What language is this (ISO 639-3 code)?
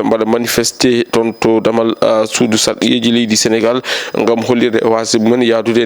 ful